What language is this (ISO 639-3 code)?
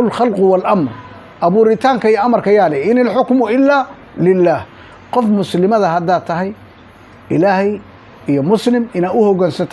som